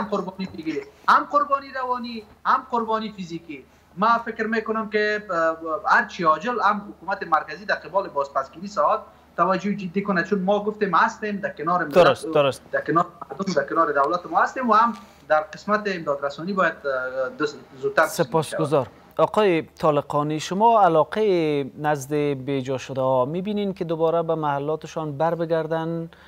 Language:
Persian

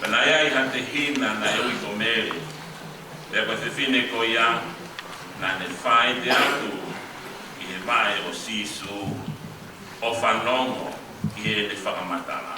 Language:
Tongan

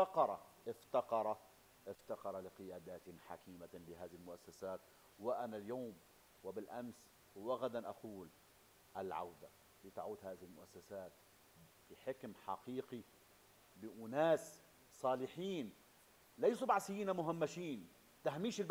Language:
Arabic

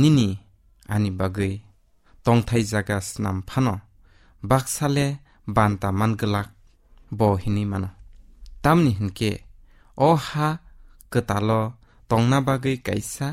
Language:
Kok Borok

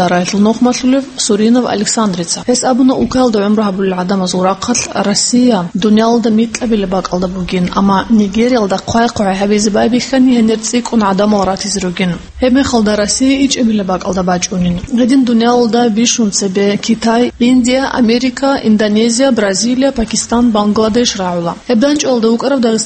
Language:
Avaric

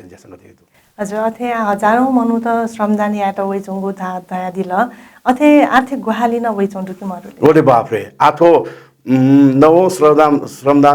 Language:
Newari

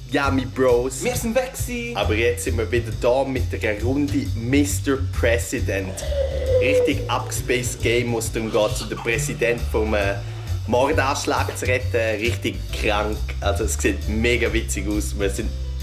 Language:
Swiss German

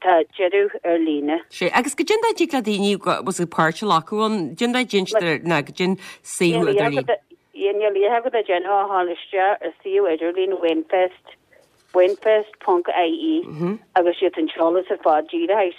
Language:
Irish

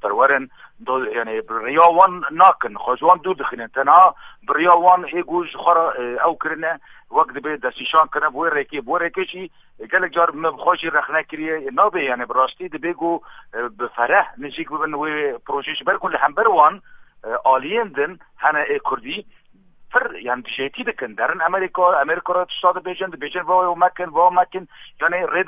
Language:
Kurdish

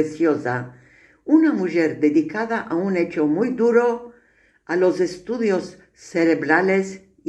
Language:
Ladino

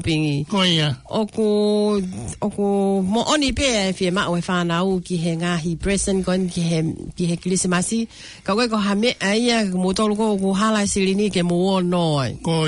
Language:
Tongan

